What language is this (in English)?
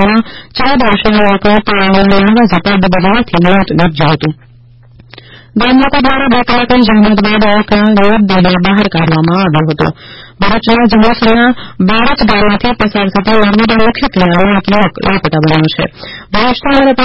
Gujarati